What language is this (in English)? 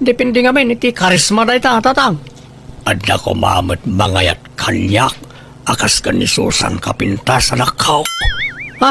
Iloko